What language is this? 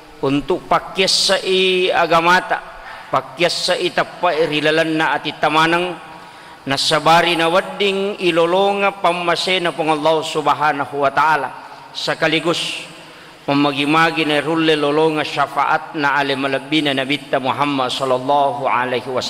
Buginese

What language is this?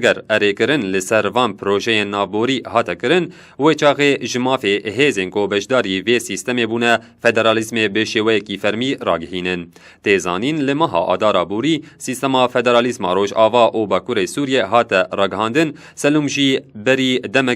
Kurdish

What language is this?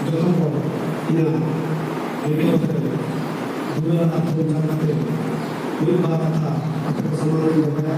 Santali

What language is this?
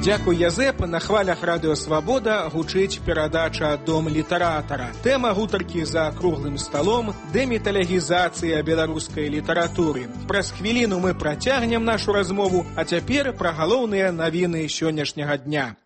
Belarusian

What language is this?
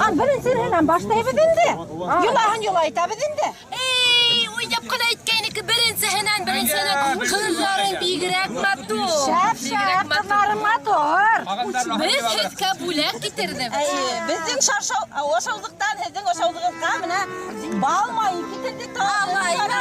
Bashkir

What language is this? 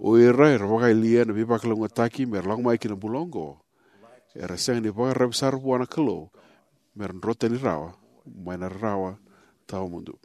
Fijian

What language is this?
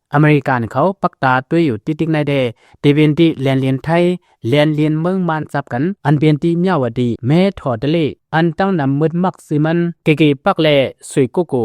Lao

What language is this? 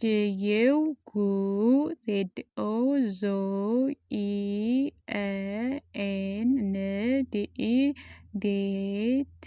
Amharic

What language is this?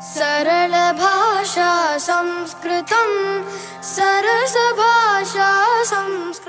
Sanskrit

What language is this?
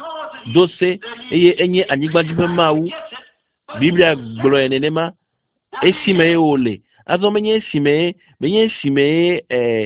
Ewe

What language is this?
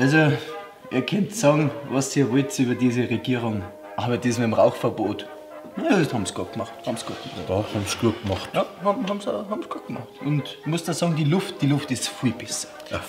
Bavarian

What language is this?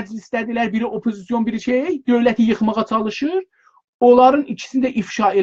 South Azerbaijani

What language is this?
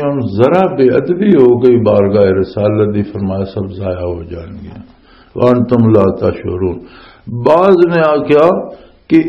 Western Panjabi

